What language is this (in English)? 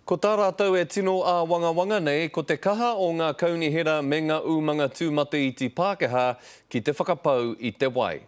Māori